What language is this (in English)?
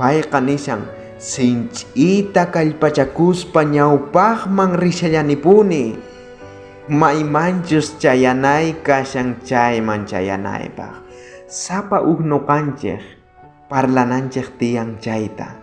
South Bolivian Quechua